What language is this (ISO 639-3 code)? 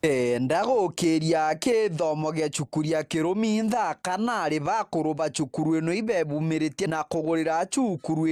mer